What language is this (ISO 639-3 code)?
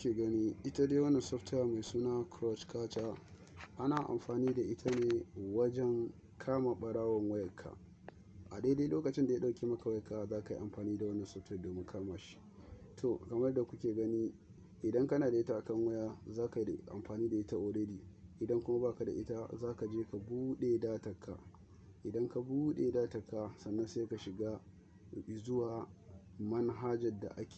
hau